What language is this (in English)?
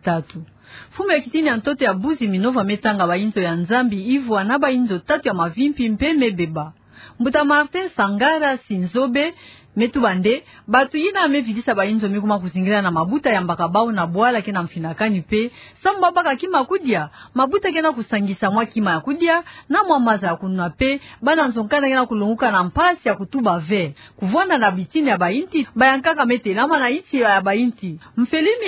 Kituba (Democratic Republic of Congo)